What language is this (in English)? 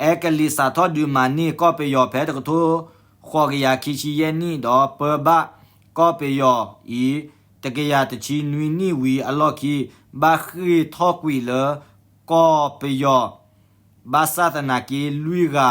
S'gaw Karen